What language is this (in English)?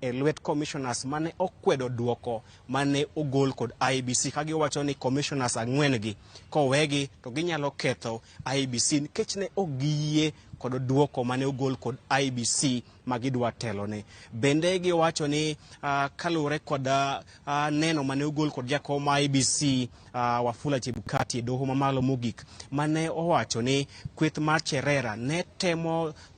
Luo (Kenya and Tanzania)